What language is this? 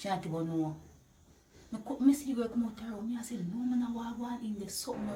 Jamaican Creole English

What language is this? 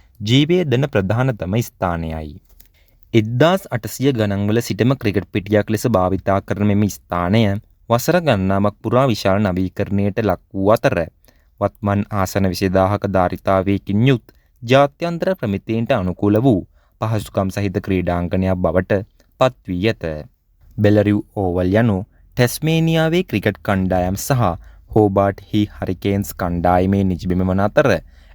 Sinhala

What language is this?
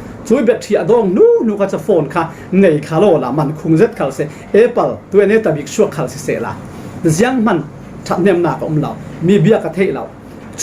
Falam Chin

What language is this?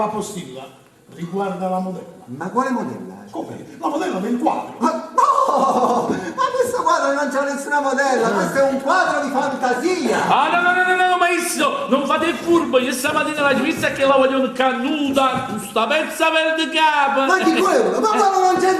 Neapolitan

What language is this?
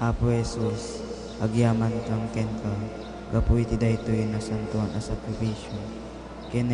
Iloko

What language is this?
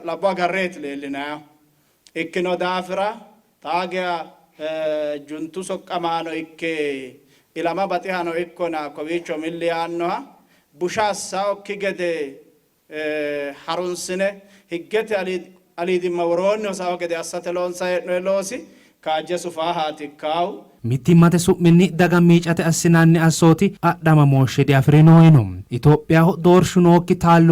Sidamo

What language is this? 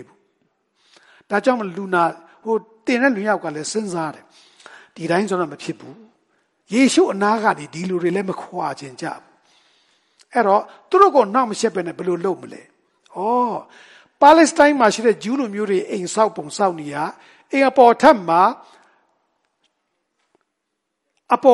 Burmese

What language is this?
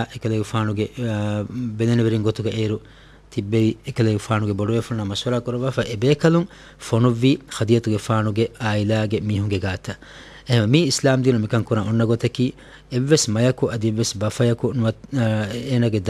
Divehi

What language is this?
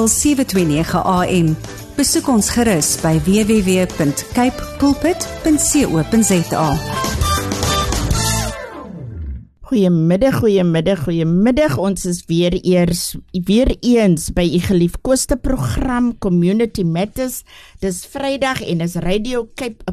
Afrikaans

